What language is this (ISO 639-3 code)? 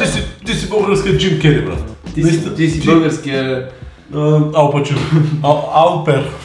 bul